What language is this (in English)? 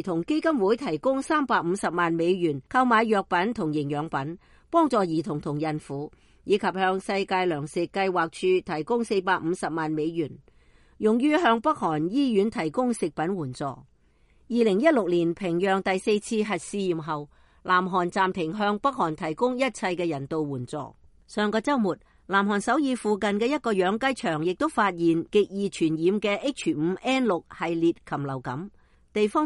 Cantonese